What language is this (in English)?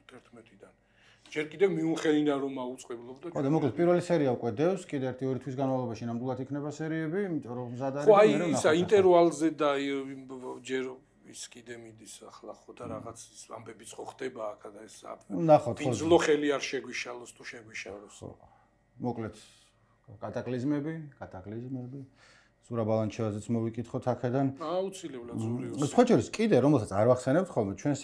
Georgian